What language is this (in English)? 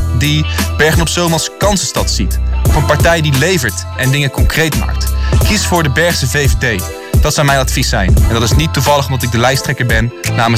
Dutch